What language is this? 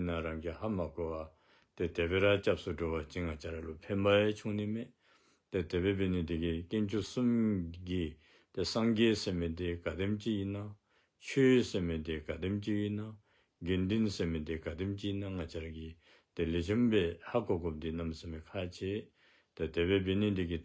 Dzongkha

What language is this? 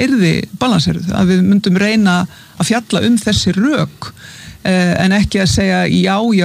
Icelandic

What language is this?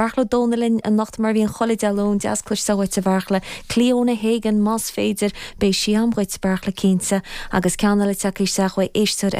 Irish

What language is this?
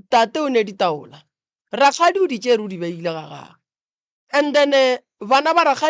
Northern Sotho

